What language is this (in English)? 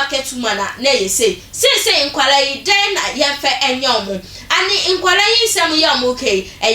Akan